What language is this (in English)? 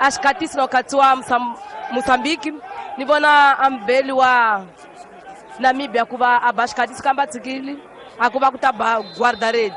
Tsonga